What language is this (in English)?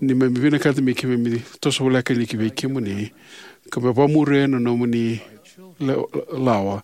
Fijian